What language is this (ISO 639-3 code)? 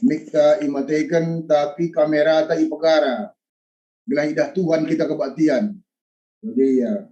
btx